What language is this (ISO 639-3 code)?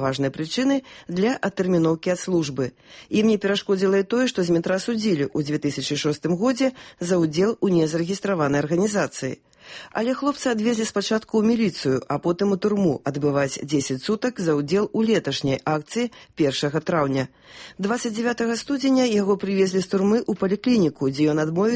bel